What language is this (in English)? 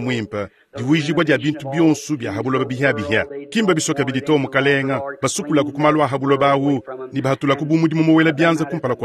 Luba-Lulua